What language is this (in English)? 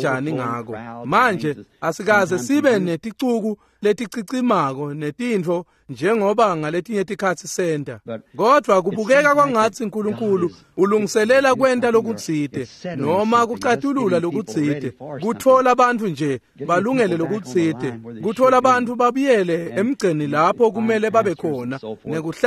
Swati